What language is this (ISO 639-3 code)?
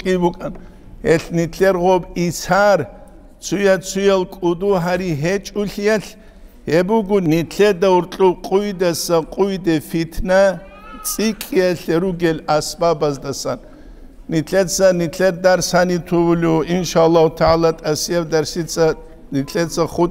ava